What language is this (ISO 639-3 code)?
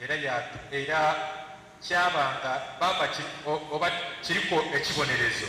xog